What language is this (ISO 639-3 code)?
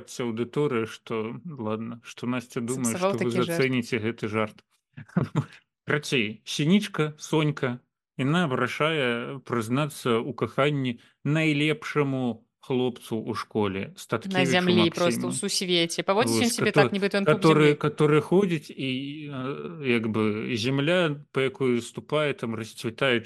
bel